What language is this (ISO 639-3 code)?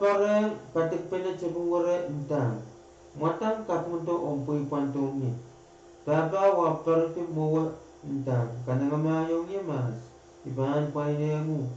pon